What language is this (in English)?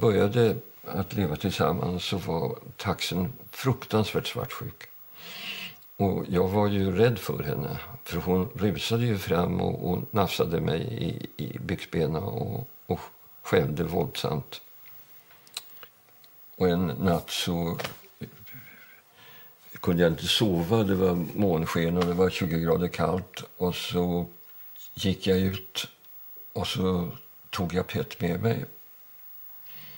Swedish